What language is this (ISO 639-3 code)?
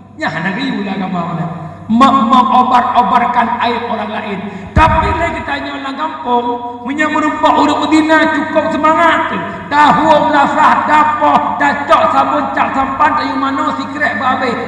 ace